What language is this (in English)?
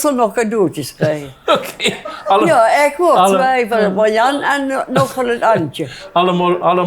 Limburgish